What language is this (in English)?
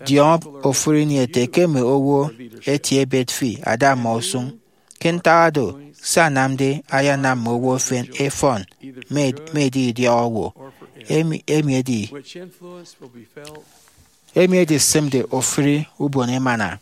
Efik